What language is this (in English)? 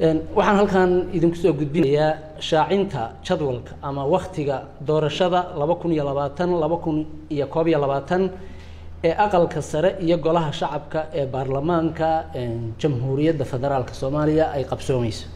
Somali